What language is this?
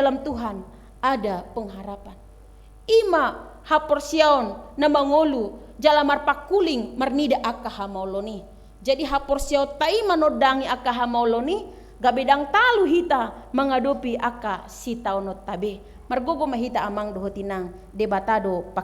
Batak Toba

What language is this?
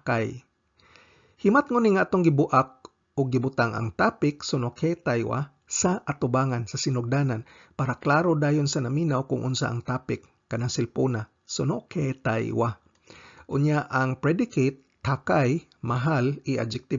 Cebuano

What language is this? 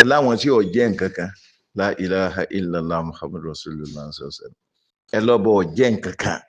Yoruba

